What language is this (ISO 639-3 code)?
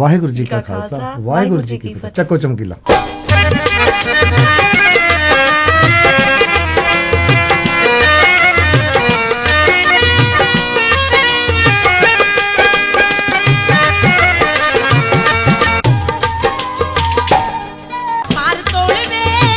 pan